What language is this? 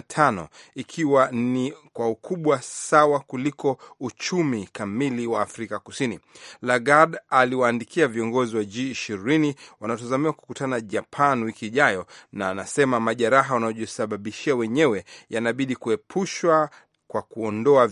Swahili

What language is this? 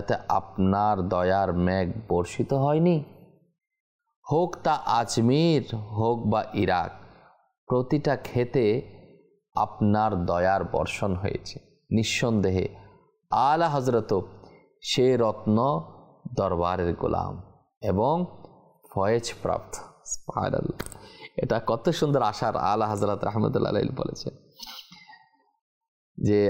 Bangla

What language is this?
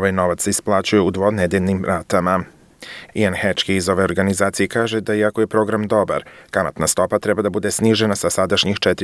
Serbian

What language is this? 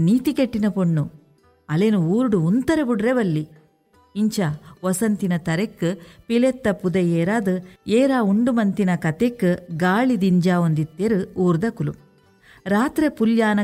Tulu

